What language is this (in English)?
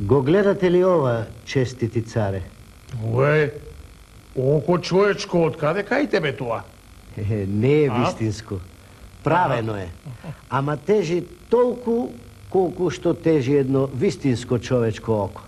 Macedonian